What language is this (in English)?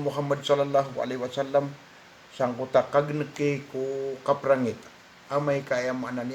Maranao